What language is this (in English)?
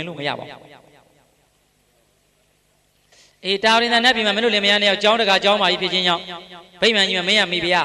Burmese